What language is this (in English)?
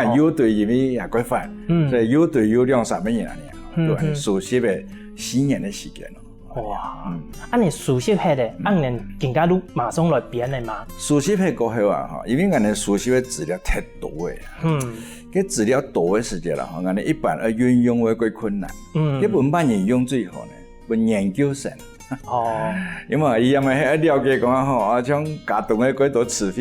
Hakka Chinese